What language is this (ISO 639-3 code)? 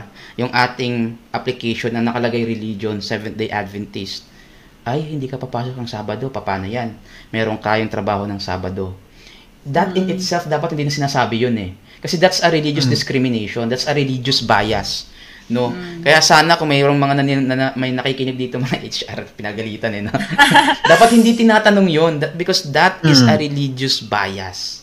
fil